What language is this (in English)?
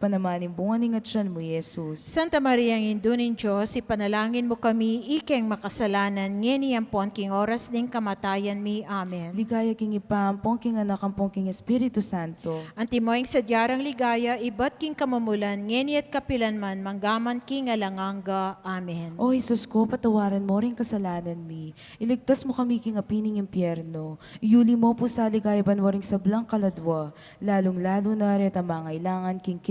Pampanga